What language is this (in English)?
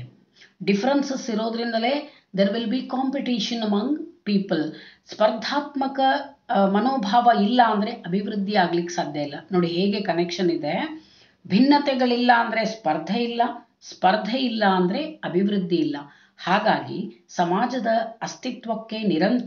Kannada